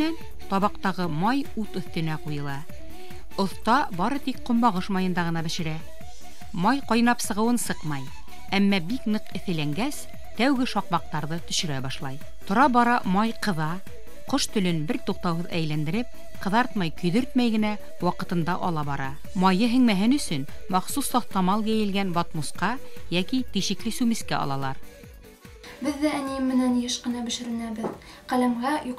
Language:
Bashkir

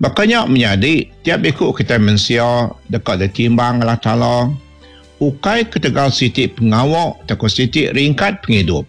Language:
Iban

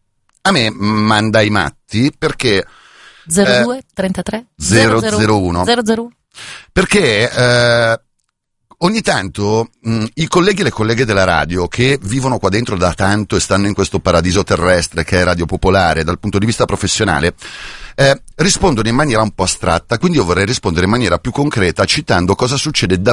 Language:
Italian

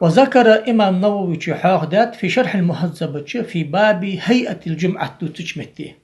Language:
Ingush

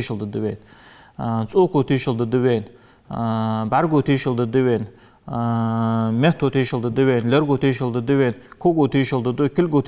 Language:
Ingush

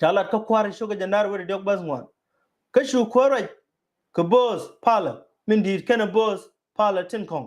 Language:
Nuer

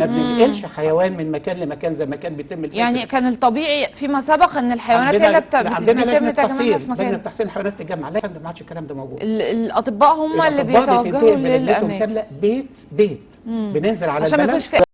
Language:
Egyptian Arabic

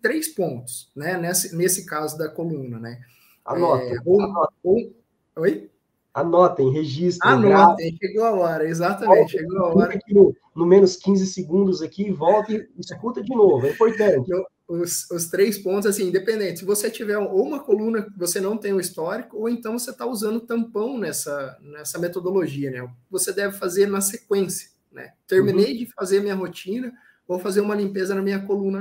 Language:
Portuguese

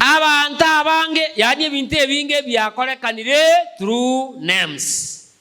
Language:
Gusii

